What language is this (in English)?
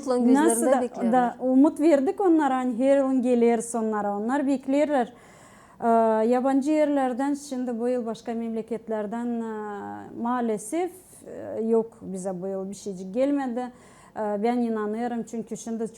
Gagauz